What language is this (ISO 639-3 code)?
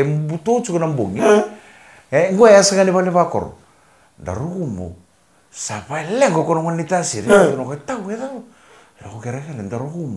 fij